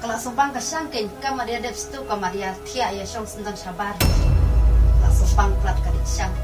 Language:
Khasi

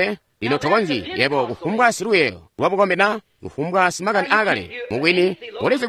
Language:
Tonga (Zambia)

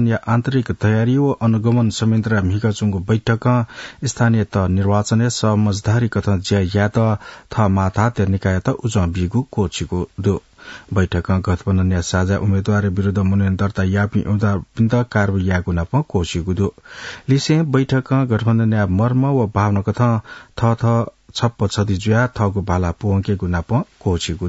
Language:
Newari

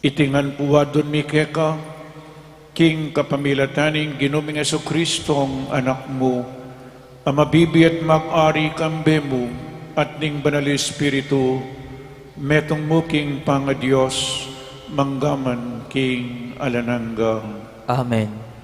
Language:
Pampanga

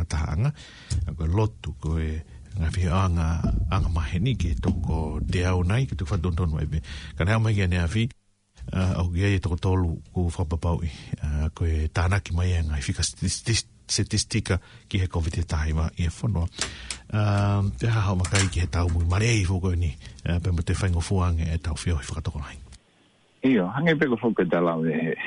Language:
Tongan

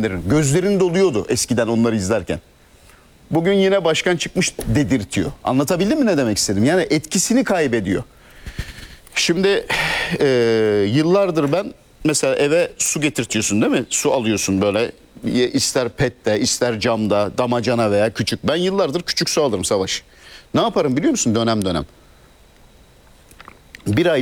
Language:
Turkish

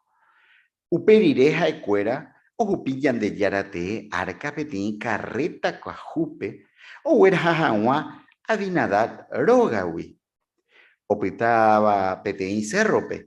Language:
Guarani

